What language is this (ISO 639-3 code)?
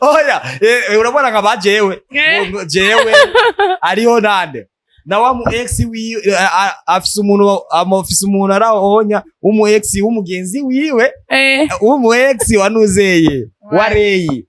run